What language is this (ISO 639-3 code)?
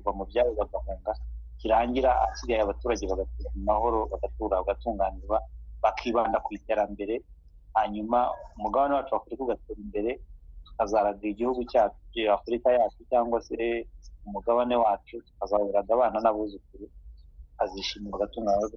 kin